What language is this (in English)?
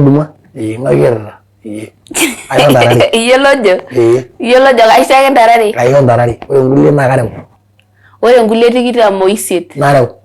Masai